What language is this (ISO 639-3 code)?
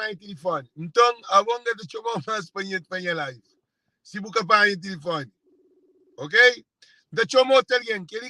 kea